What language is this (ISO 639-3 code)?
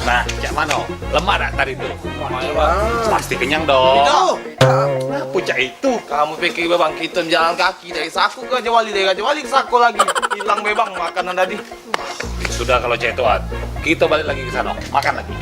mui